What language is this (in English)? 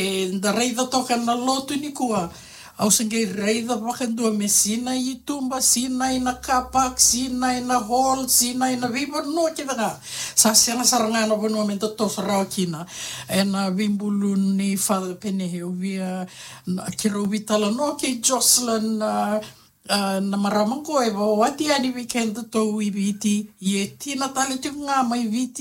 Fijian